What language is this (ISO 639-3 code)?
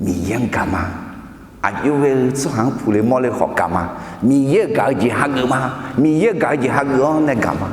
ahk